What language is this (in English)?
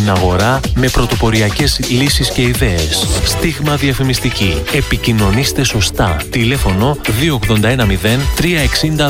Greek